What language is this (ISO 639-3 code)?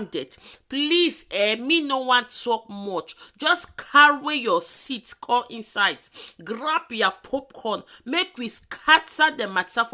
pcm